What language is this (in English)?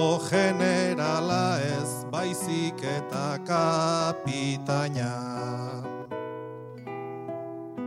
Basque